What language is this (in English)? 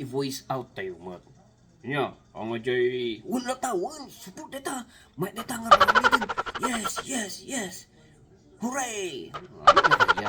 Iloko